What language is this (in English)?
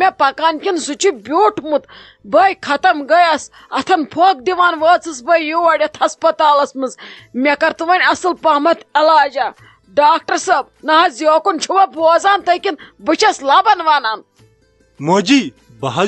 Kashmiri